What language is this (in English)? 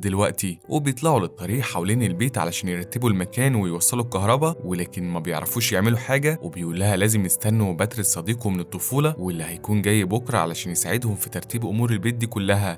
Egyptian Arabic